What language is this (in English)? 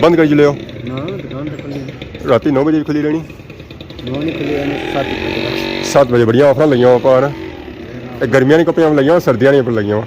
Pahari-Potwari